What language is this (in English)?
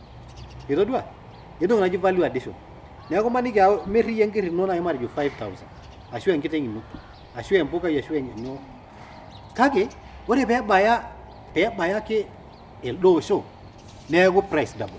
Masai